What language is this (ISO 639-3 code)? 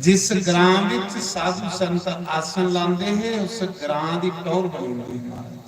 doi